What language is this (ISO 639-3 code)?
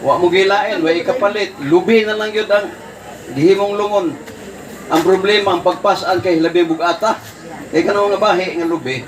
ceb